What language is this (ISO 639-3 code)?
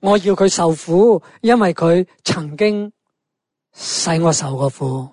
yue